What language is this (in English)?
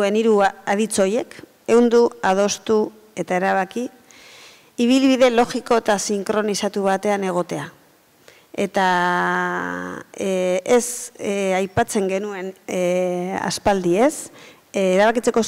Basque